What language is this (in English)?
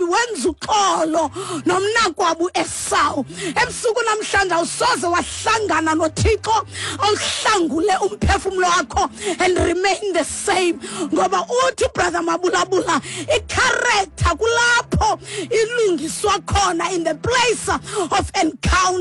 Xhosa